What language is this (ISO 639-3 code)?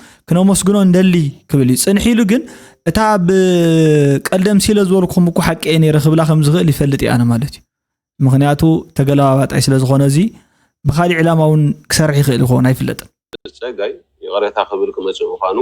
tir